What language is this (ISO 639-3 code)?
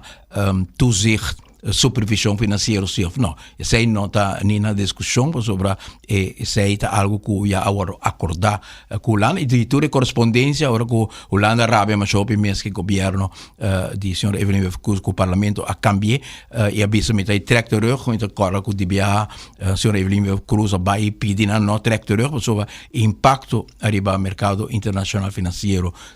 pap